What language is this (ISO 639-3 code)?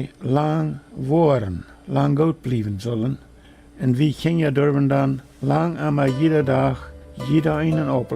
pdt